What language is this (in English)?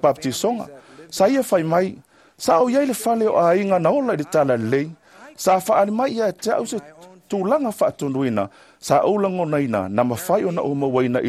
Samoan